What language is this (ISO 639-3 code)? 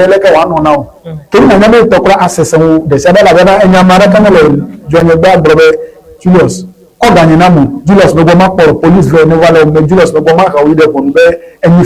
ewe